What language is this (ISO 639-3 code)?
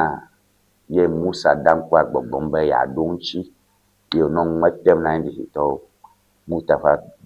ewe